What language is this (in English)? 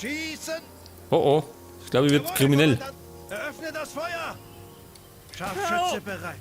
Bavarian